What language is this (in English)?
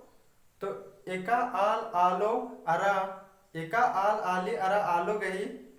Kurukh